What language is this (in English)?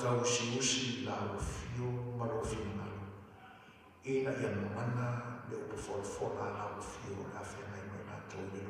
Samoan